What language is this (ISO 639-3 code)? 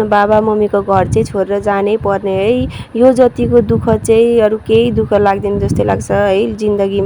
nep